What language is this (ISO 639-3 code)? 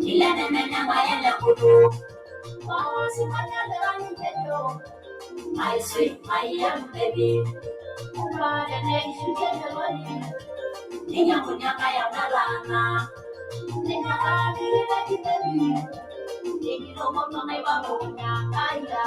mas